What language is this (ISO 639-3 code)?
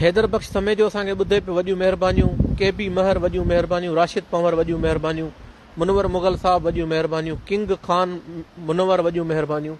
snd